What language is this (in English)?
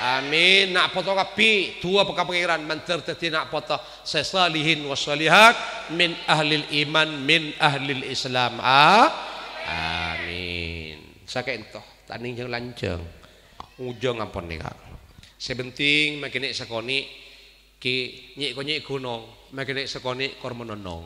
Madurese